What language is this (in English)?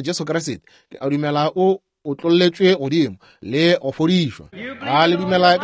Northern Sotho